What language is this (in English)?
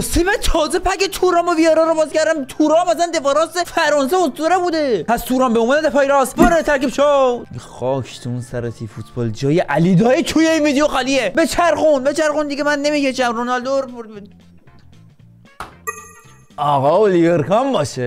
Persian